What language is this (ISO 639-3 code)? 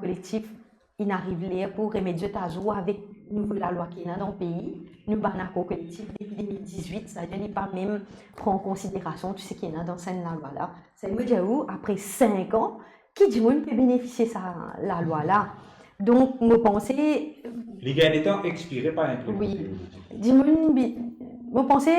mfe